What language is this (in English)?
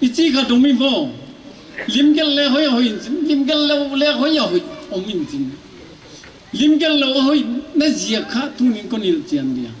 Paite Chin